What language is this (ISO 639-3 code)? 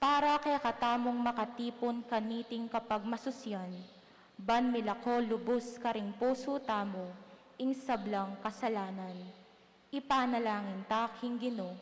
pam